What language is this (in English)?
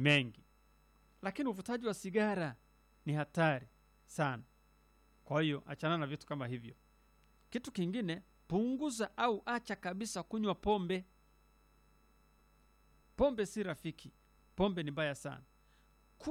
Swahili